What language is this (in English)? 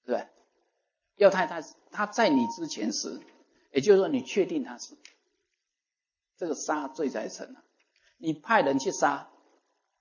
Chinese